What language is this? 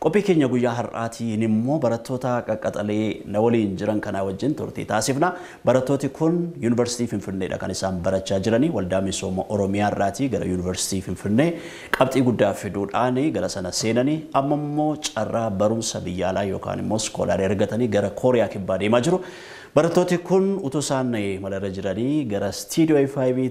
Oromo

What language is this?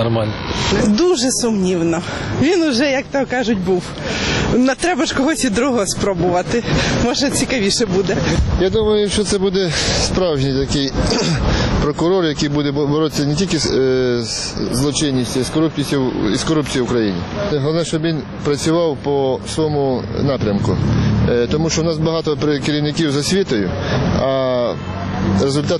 Ukrainian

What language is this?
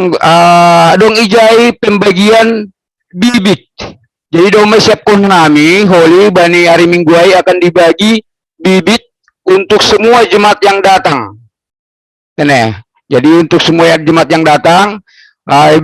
Batak Simalungun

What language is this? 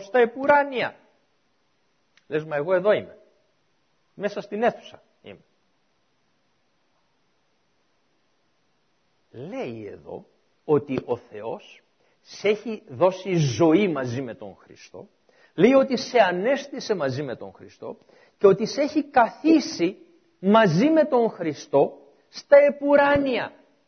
Greek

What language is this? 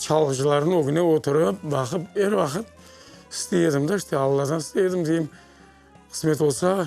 Crimean Tatar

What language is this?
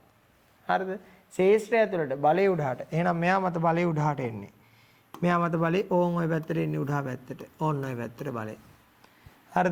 Sinhala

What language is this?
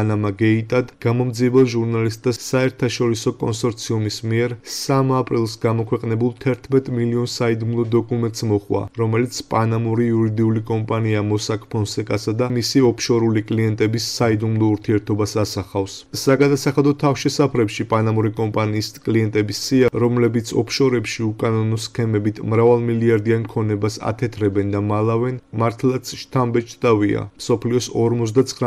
Georgian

